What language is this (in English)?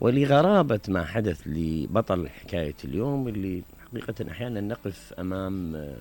Mesopotamian Arabic